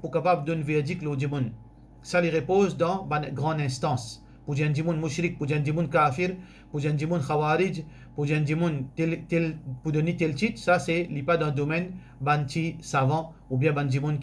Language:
Morisyen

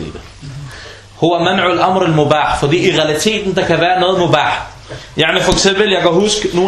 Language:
Danish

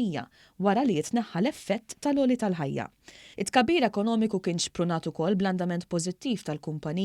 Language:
Maltese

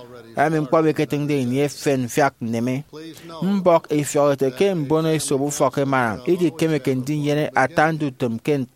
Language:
Efik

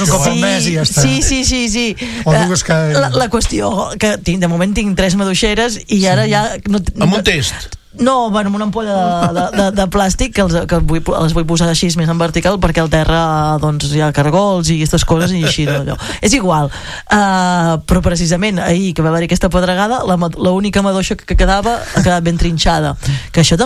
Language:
Catalan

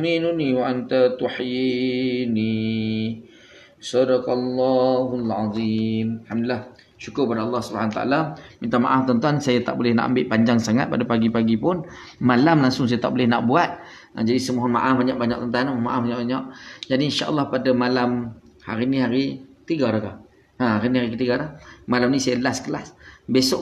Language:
Malay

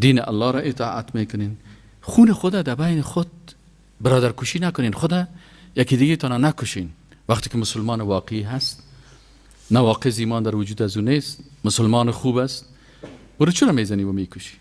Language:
Persian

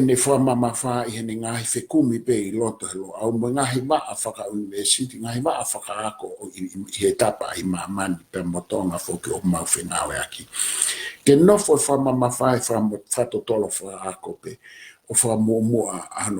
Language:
Tongan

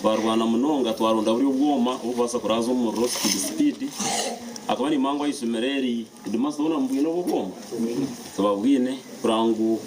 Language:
Nyankole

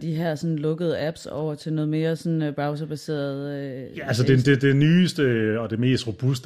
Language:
Danish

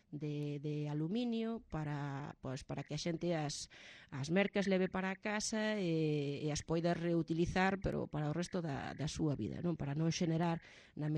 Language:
Galician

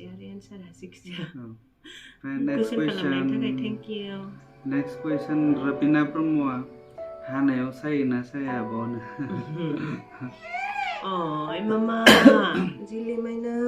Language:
Bodo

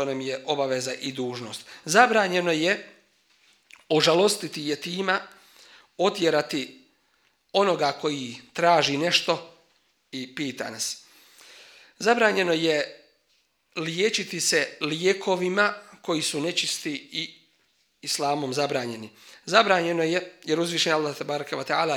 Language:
Bosnian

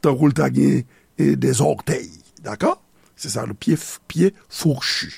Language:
Haitian Creole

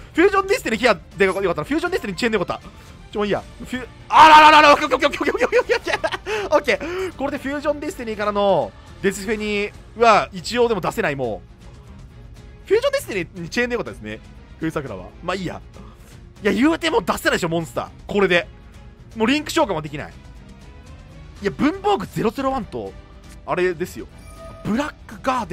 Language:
Japanese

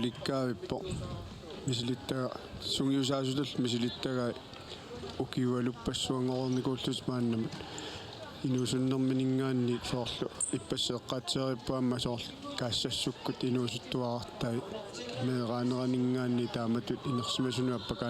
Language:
Kalaallisut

